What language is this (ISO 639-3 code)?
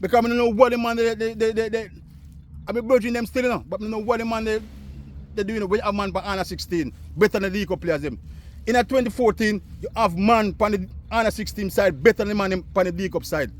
jam